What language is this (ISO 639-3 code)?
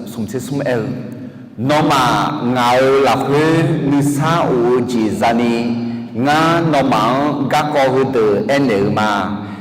ahk